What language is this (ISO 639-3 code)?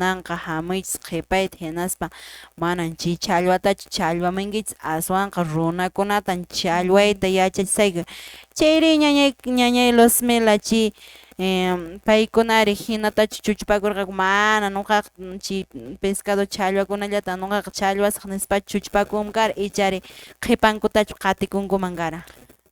que